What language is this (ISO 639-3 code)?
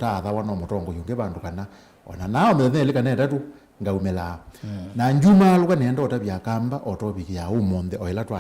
kam